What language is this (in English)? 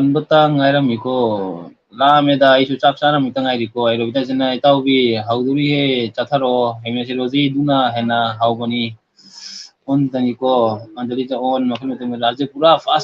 Manipuri